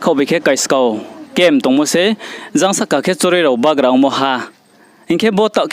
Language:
Riang (India)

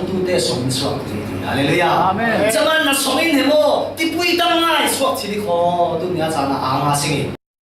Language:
Falam Chin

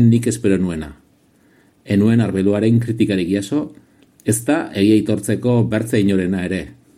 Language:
Basque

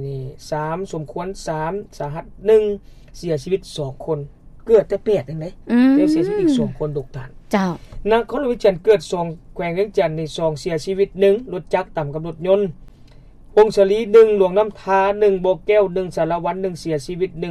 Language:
Lao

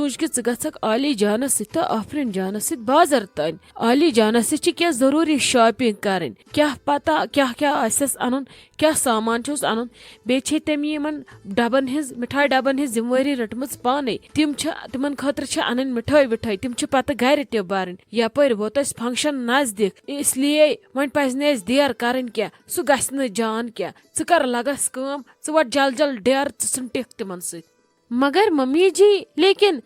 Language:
Kashmiri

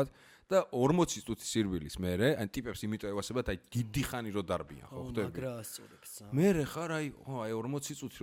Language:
Georgian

